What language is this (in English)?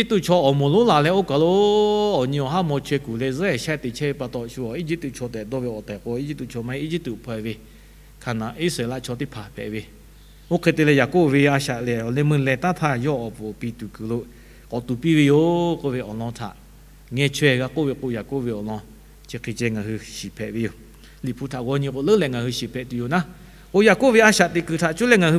Lahu